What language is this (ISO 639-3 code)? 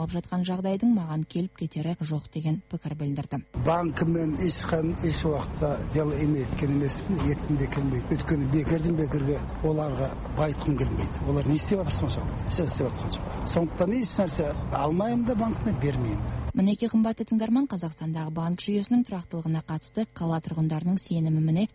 kaz